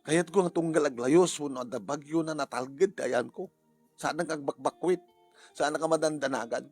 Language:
Iloko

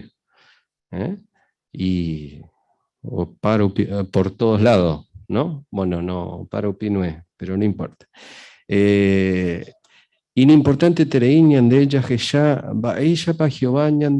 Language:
Guarani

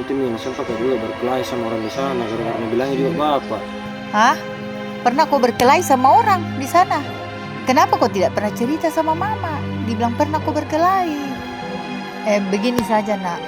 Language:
Makassar Malay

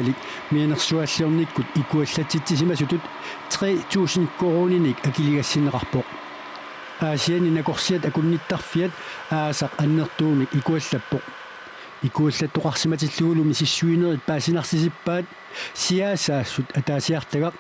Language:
Kalaallisut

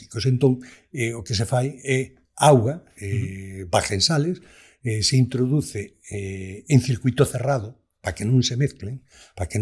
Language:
Galician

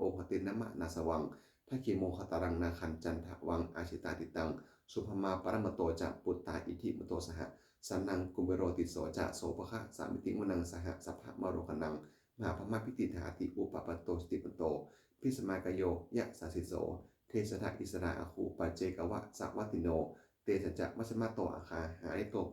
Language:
Pali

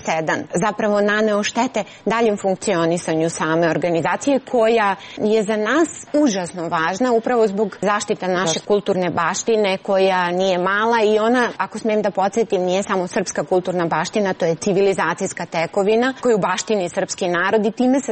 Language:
Serbian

